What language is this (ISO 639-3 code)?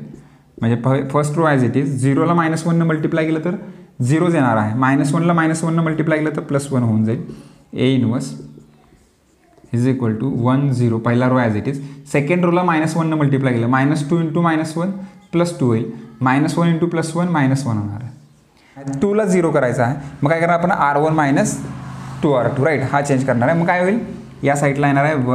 mar